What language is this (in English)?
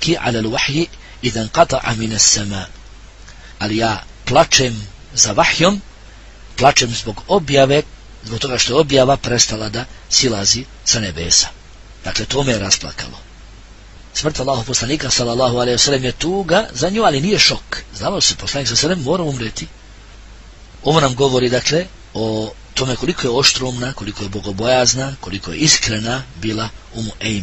Bosnian